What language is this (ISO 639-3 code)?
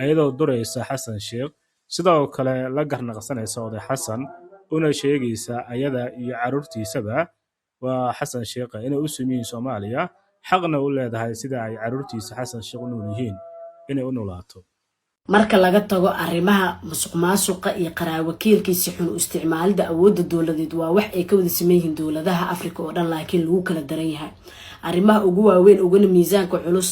som